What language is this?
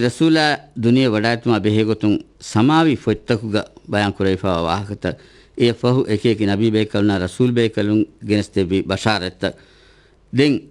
Divehi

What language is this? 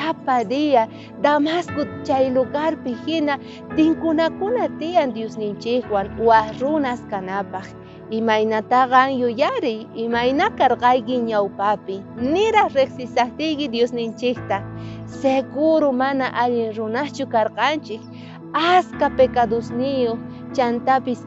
South Bolivian Quechua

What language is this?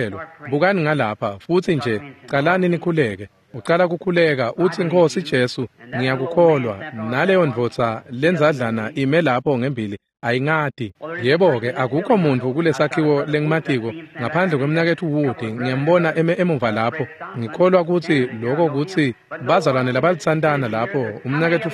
Swati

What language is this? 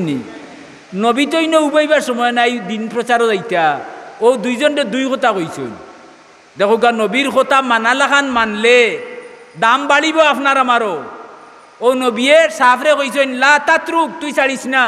Sylheti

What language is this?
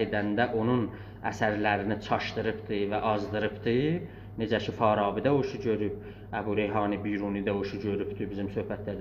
South Azerbaijani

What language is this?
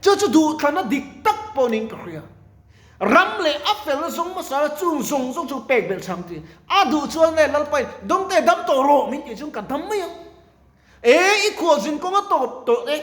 Mizo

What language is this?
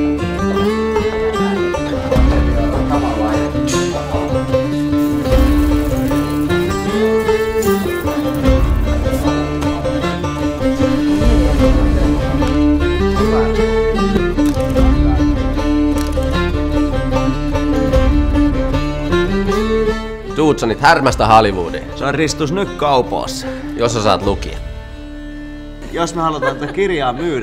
Finnish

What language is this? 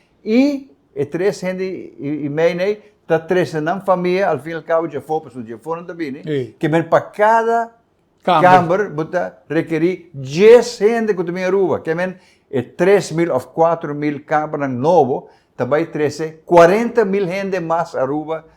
Papiamento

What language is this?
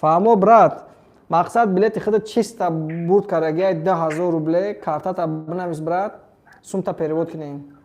Tajik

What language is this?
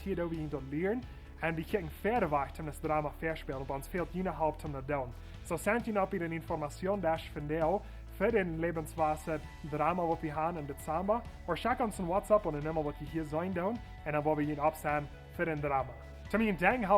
Plautdietsch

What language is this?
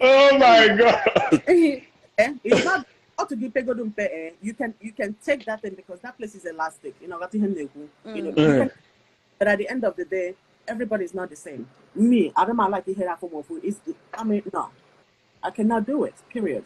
Igbo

